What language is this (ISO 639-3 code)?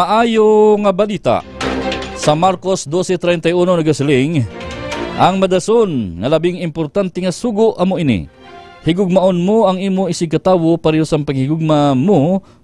hil